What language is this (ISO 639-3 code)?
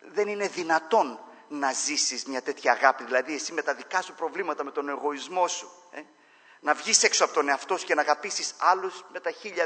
ell